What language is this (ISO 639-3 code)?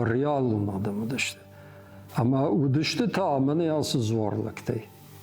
oss